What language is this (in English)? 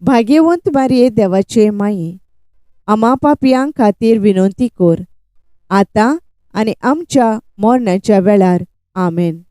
Konkani